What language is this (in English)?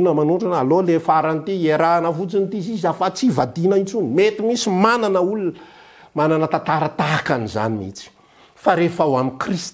Malagasy